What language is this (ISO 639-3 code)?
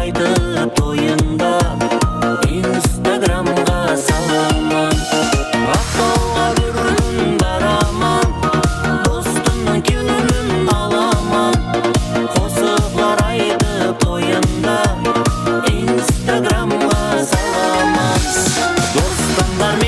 kaa